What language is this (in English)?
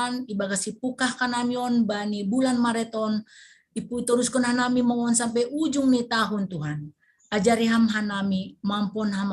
Batak Simalungun